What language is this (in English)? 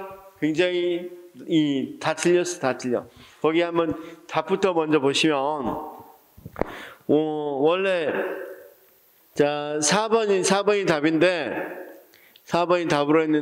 Korean